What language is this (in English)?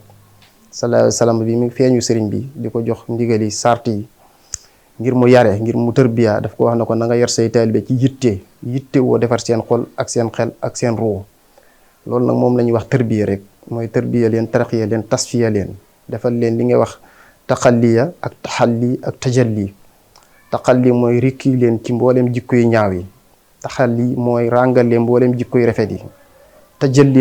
Wolof